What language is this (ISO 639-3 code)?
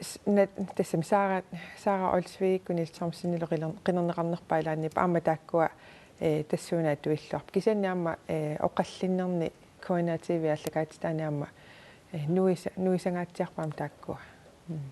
kal